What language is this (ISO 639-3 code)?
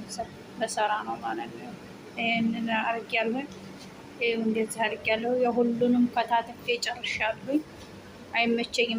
amh